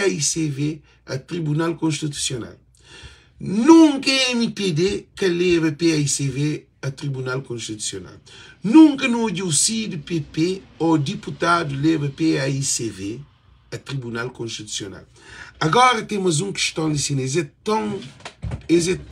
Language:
Kabuverdianu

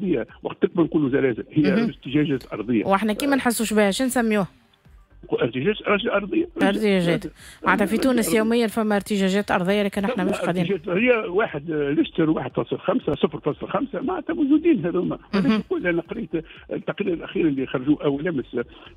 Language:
Tunisian Arabic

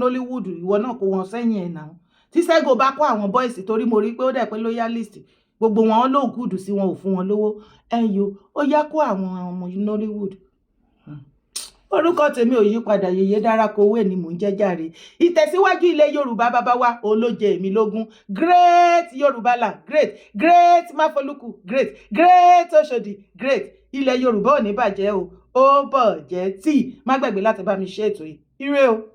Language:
Yoruba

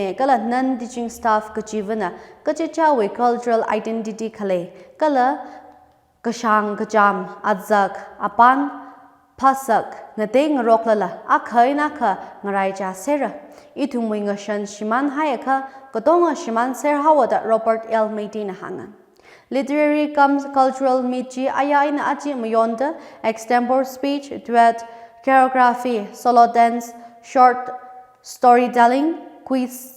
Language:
Tangkhul Naga (India)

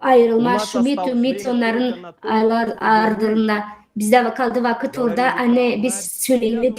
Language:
Gagauz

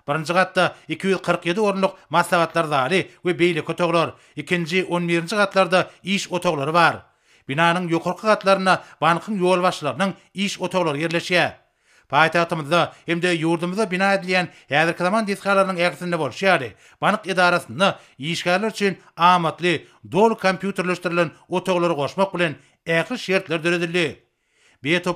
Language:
Turkmen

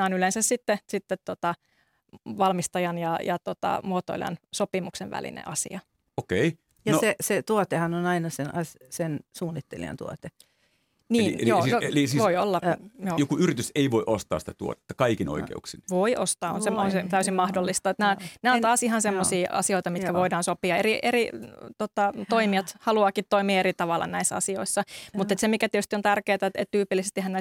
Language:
Finnish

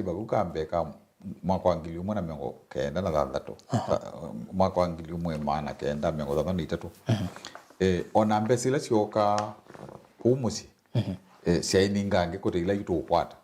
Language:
Kamba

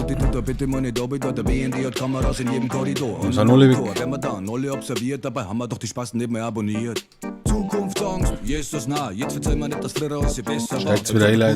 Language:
Bavarian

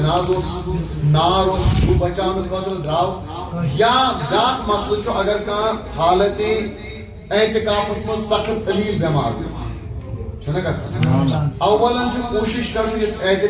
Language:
Kashmiri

